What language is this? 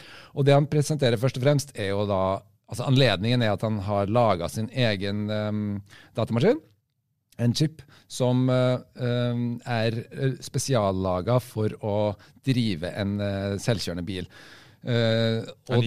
Norwegian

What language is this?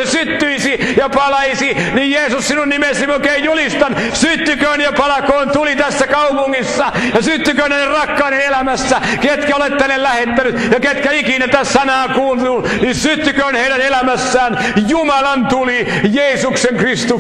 Finnish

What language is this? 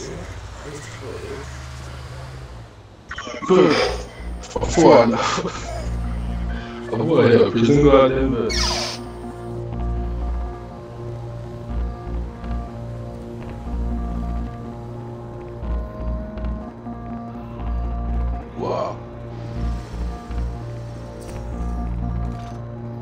English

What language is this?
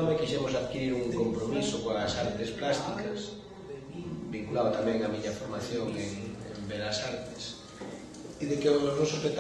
Galician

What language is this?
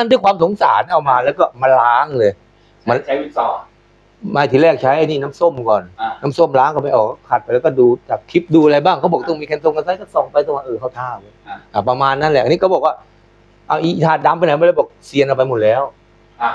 Thai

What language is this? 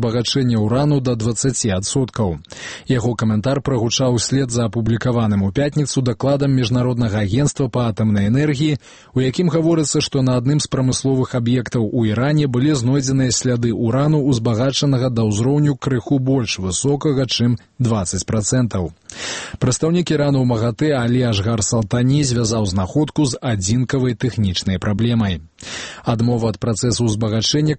Belarusian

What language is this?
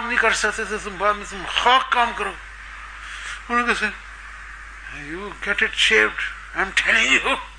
Urdu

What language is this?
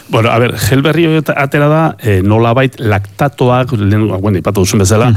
Basque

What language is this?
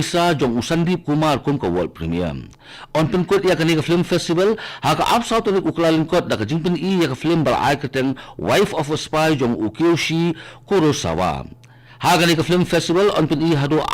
Khasi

